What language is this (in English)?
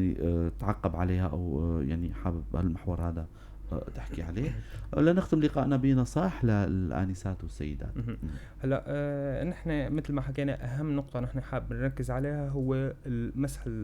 North Levantine Arabic